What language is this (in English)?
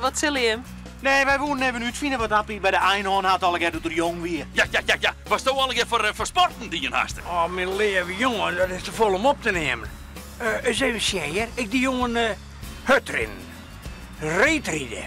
Western Frisian